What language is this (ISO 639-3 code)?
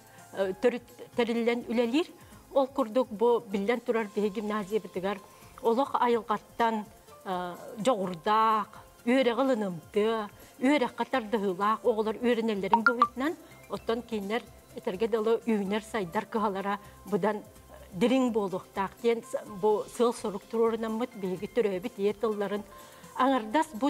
sah